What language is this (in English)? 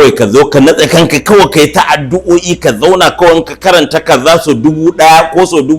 Hausa